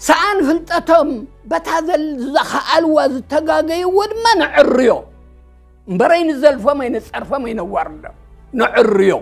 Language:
Tigrinya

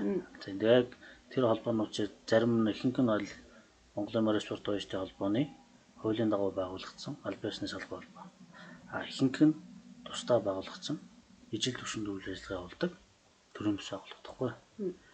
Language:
Mongolian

